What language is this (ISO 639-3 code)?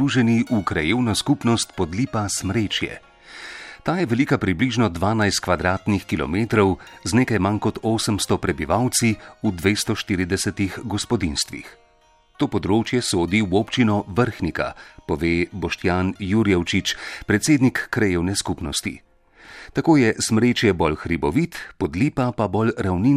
slv